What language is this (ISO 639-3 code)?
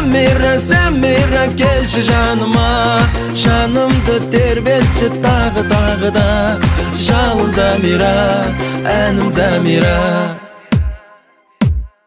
kaz